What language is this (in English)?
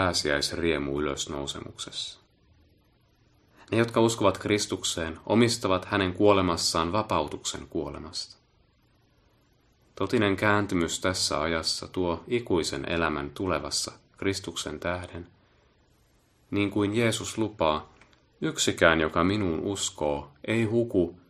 Finnish